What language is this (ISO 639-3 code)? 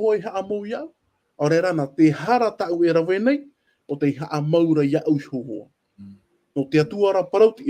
tah